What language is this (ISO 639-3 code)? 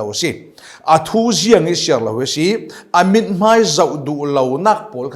cfm